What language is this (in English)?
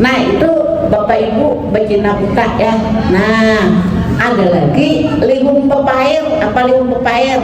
Banjar